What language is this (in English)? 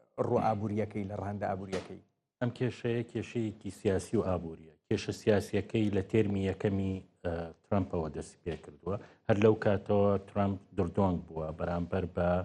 Central Kurdish